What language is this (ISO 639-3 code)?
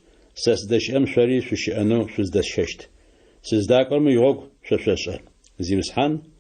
ady